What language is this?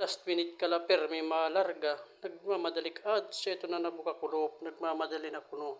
Waray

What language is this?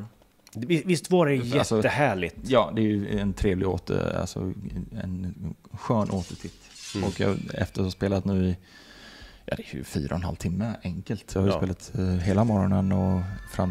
Swedish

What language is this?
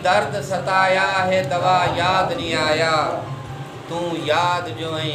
Saraiki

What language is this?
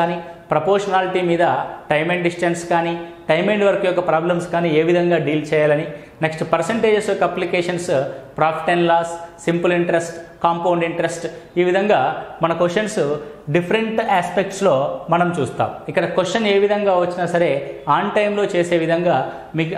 Telugu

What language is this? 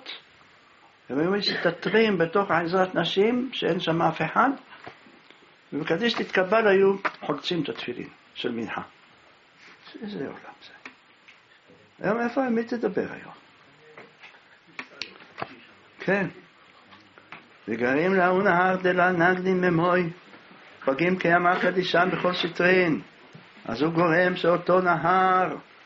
Hebrew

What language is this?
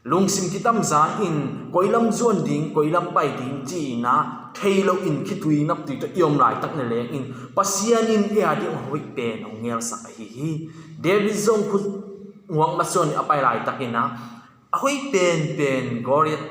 Tedim Chin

